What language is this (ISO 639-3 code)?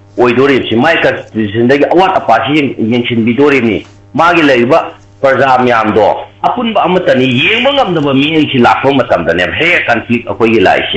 mni